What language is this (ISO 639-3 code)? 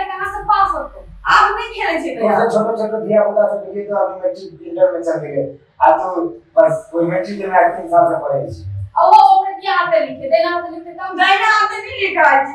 mai